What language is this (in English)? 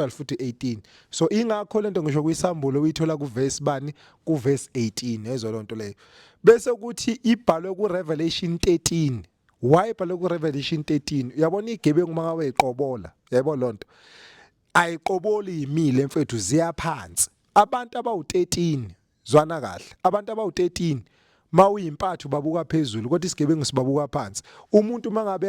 Zulu